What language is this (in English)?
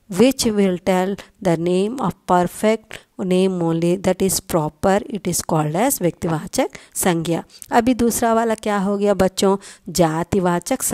Hindi